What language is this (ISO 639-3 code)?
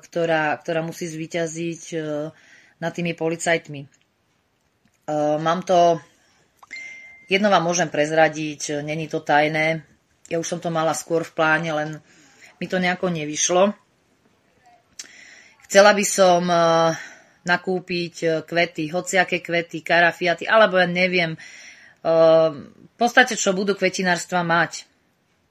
slk